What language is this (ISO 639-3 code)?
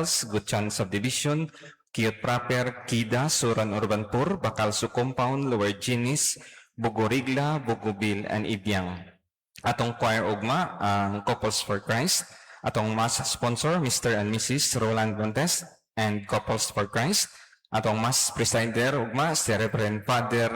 ceb